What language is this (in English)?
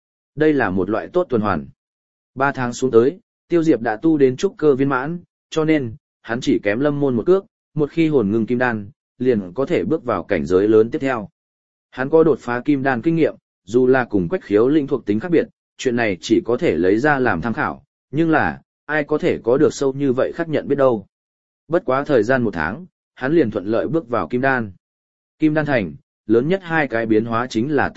Vietnamese